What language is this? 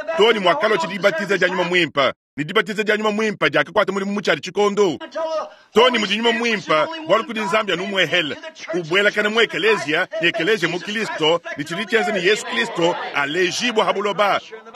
Luba-Lulua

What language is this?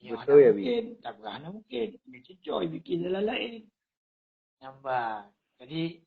Achinese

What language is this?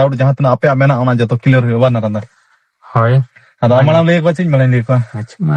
Santali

